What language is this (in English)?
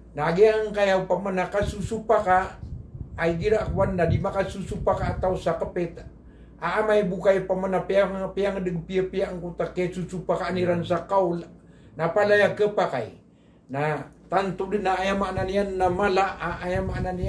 Maranao